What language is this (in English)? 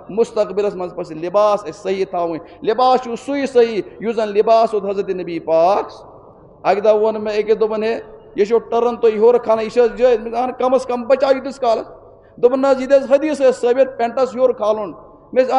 Kashmiri